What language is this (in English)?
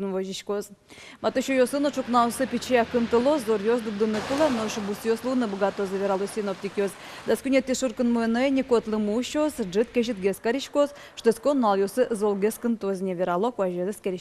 Udmurt